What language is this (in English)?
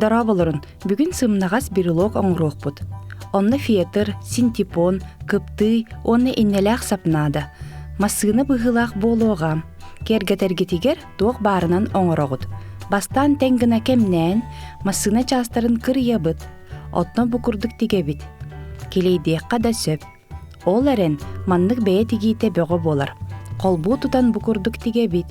Yakut